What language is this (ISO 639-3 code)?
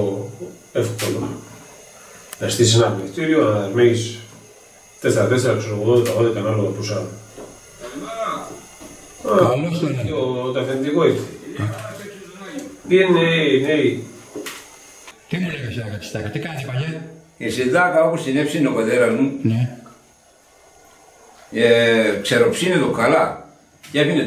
ell